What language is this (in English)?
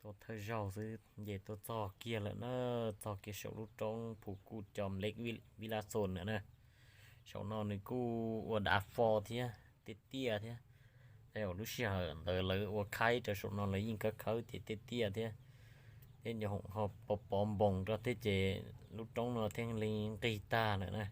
Hmong